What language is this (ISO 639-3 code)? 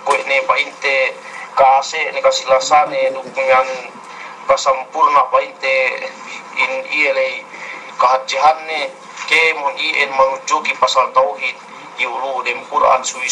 yka